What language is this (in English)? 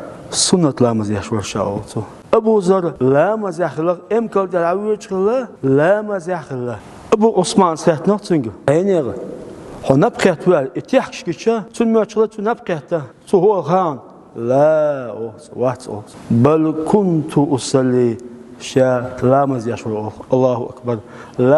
Chechen